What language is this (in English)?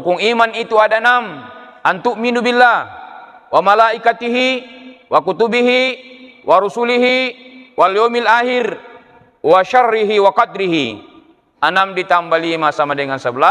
Buginese